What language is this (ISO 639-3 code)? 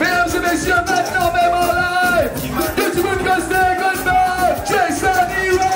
mfe